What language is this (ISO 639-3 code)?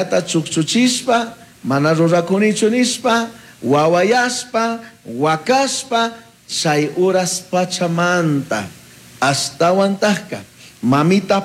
qug